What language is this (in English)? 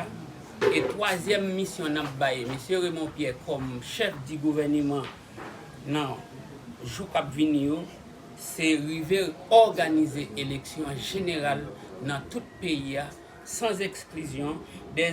Haitian Creole